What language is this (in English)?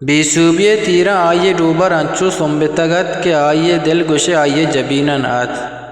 Eastern Balochi